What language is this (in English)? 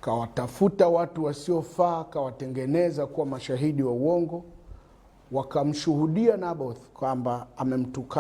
Swahili